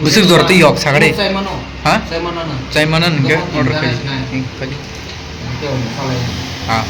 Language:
Kok Borok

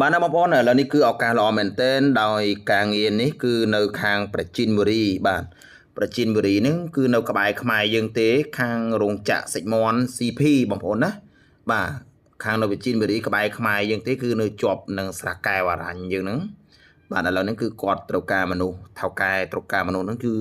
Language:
Khmer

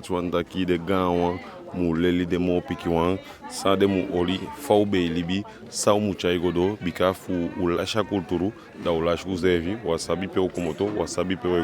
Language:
Eastern Maroon Creole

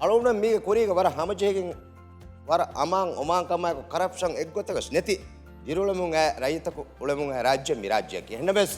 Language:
Divehi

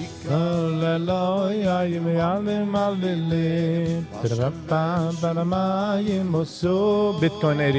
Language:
Yiddish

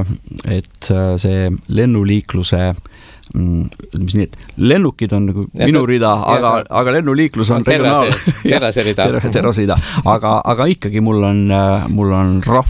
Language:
Estonian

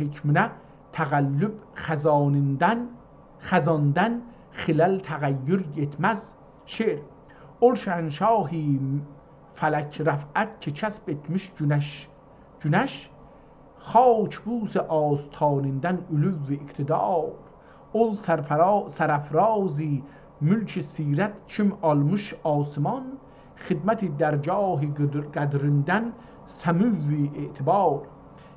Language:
South Azerbaijani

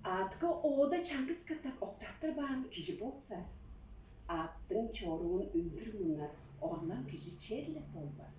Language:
Tuvinian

